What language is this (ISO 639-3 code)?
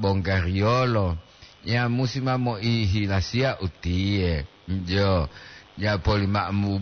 gor